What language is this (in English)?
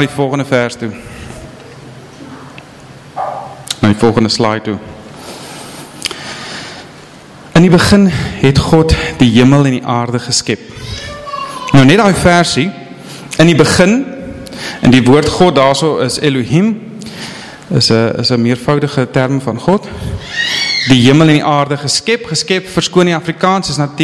Afrikaans